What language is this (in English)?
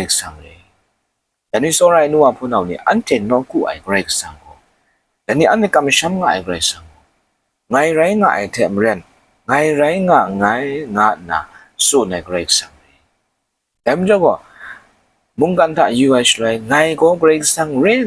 Kachin